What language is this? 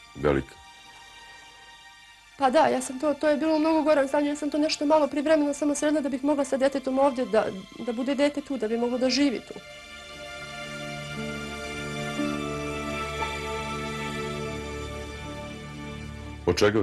Serbian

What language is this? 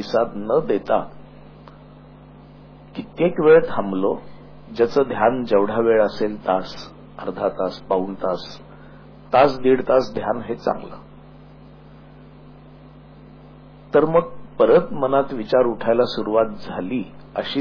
Marathi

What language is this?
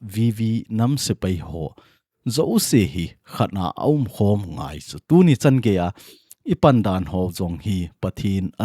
Thado Chin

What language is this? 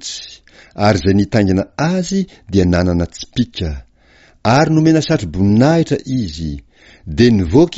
Malagasy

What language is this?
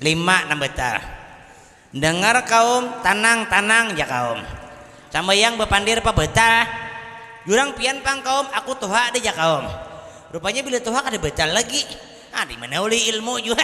Banjar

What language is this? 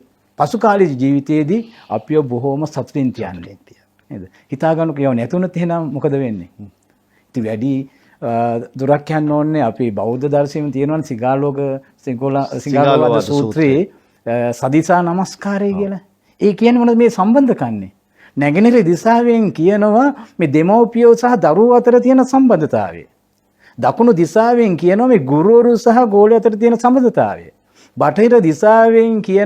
Sinhala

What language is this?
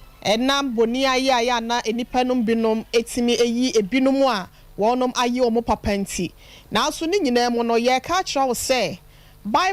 Akan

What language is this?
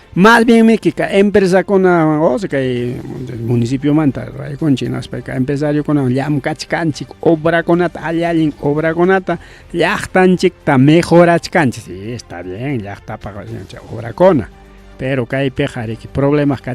Ayacucho Quechua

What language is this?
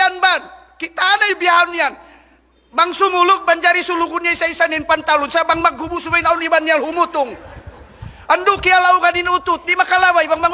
Tausug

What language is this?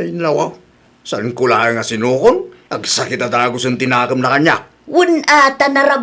Iloko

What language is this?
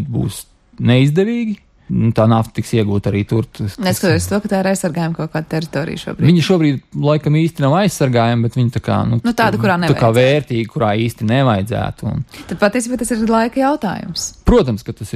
Latvian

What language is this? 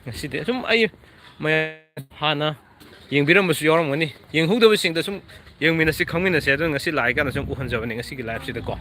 Manipuri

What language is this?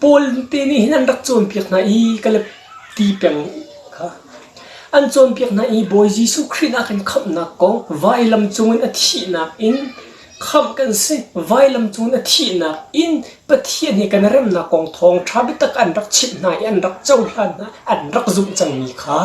Hakha Chin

